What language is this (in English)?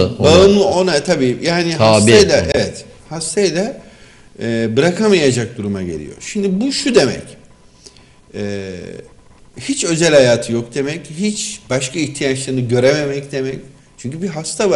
Turkish